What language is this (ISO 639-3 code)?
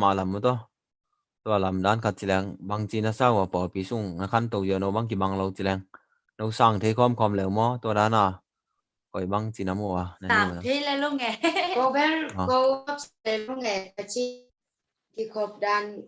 ctd